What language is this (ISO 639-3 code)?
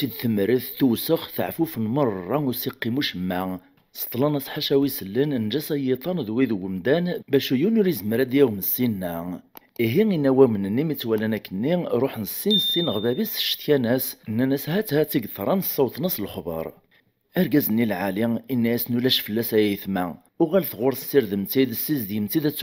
kab